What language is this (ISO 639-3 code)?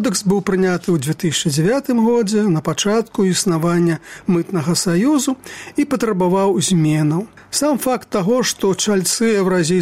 bel